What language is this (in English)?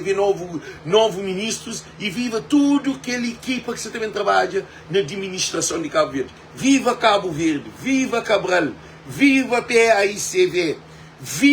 Kabuverdianu